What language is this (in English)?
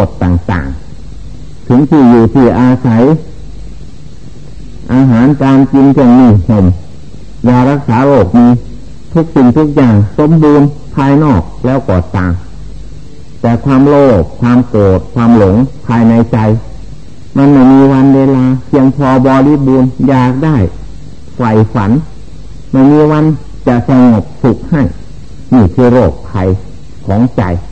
Thai